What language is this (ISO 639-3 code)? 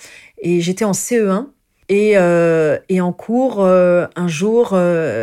fra